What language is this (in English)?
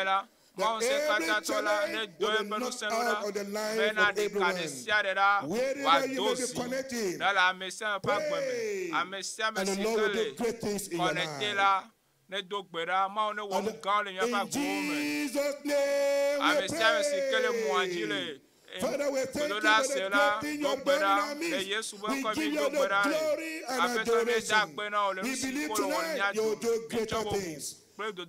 Ewe